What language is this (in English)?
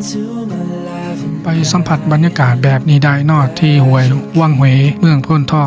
Lao